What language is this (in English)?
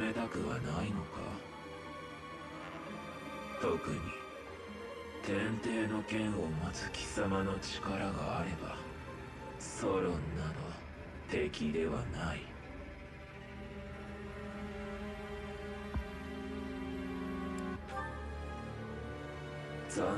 Japanese